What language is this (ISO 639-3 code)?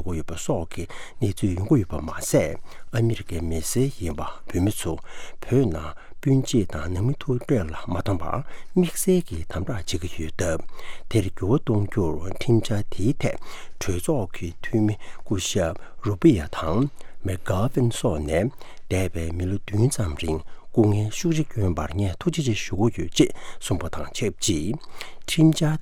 bod